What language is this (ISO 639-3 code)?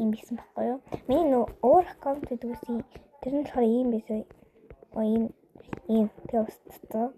mon